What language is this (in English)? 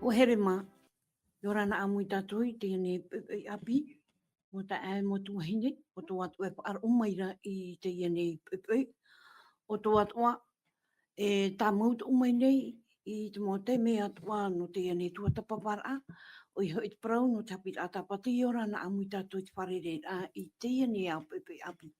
Tahitian